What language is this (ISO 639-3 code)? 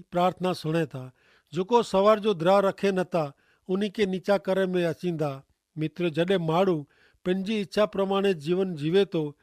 kfr